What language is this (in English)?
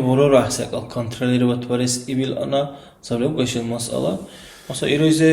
Dargwa